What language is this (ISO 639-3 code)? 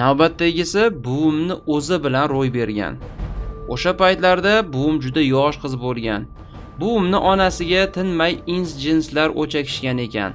uzb